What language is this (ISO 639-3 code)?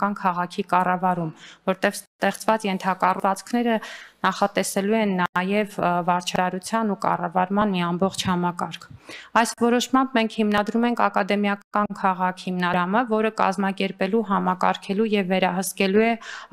hye